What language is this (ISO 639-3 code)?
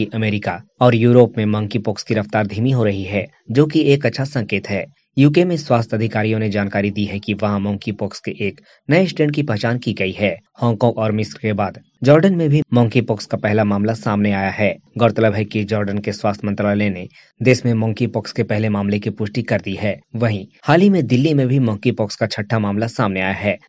hin